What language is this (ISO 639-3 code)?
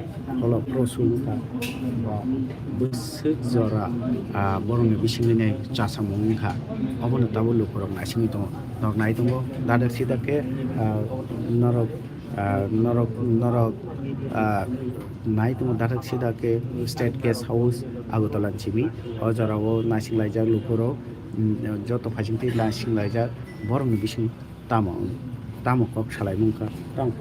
trp